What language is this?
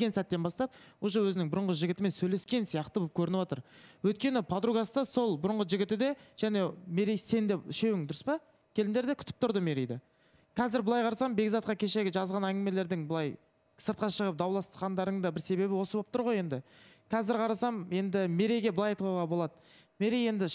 Kazakh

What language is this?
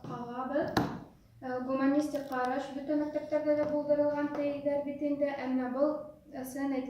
Bashkir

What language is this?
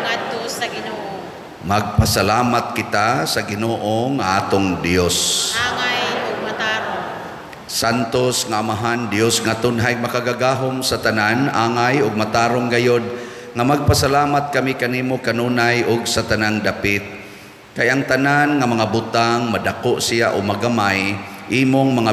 Cebuano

